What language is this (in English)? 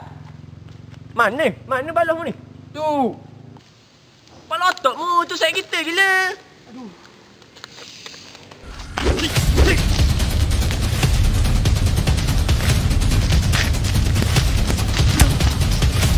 Malay